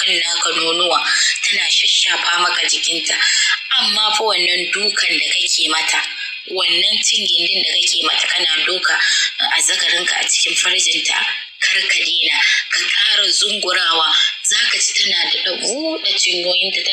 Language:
Hausa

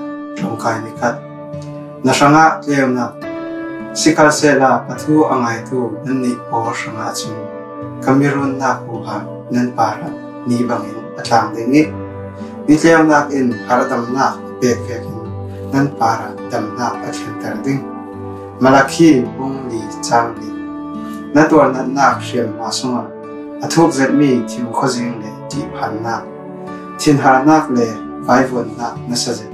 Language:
Falam Chin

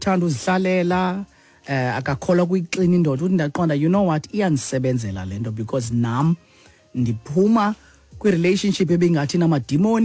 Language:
Xhosa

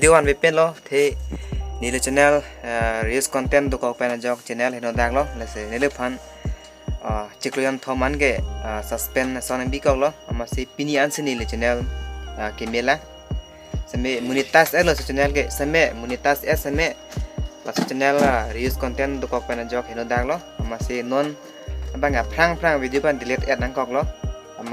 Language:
Karbi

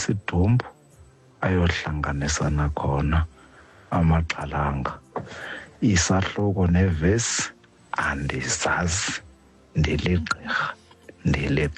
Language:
Xhosa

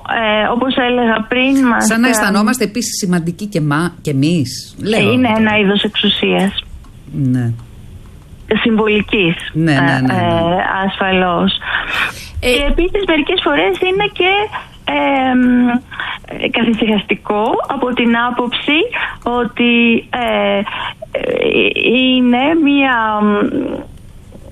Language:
Greek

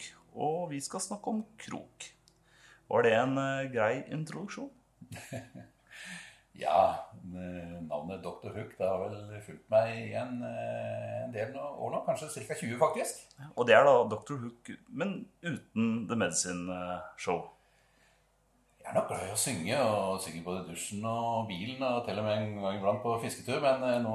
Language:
Norwegian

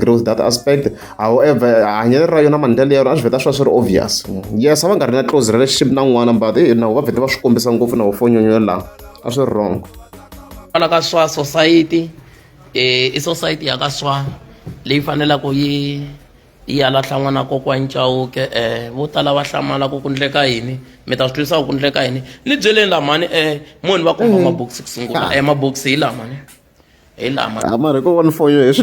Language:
Tsonga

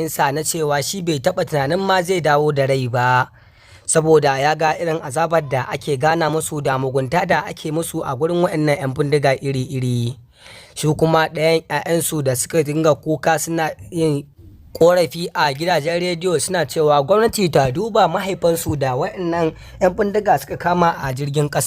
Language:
Hausa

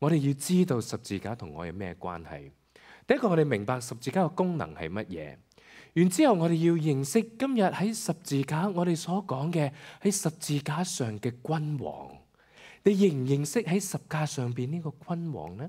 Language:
Cantonese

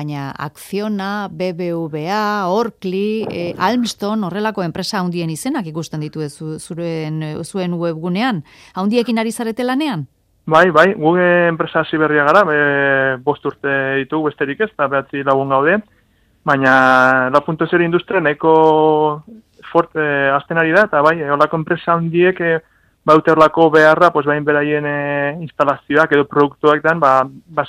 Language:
Basque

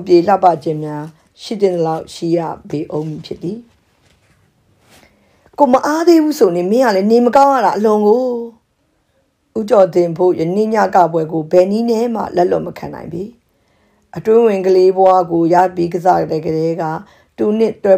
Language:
Burmese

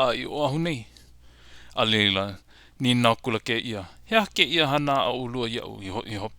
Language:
Hawaiian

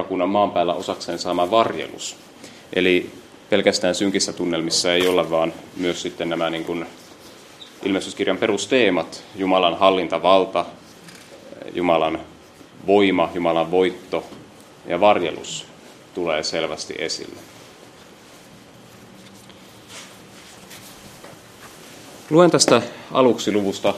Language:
Finnish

